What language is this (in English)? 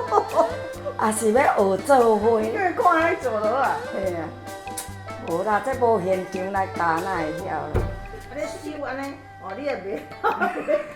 Min Nan Chinese